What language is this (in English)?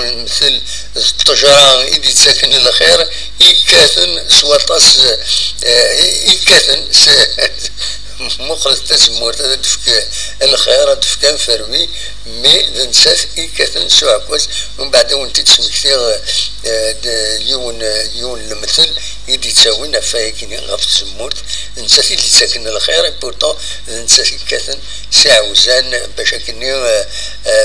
Kabyle